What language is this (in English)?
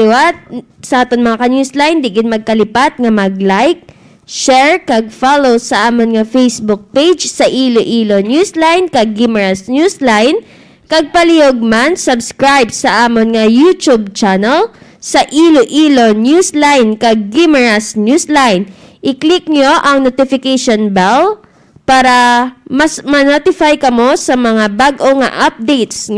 Hiligaynon